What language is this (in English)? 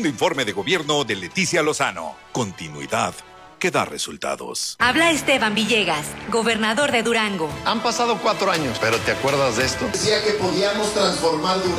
Spanish